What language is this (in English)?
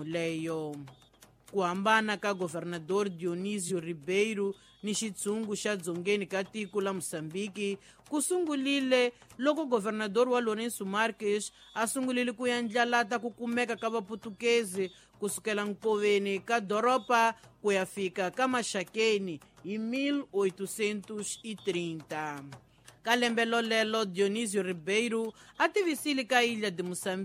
Tsonga